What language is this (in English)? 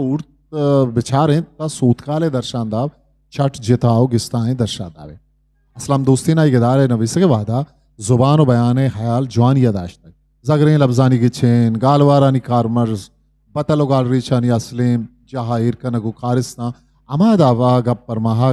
Eastern Balochi